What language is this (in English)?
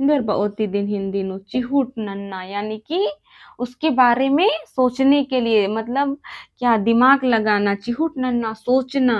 Kurukh